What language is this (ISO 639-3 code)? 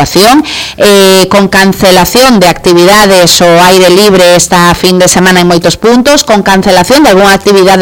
glg